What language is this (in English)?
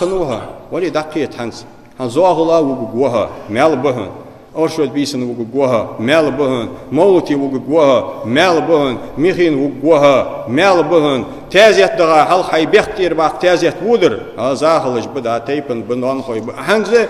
Ingush